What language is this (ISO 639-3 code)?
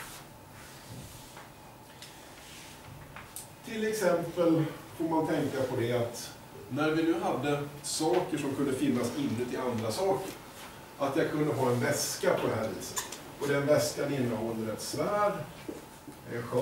swe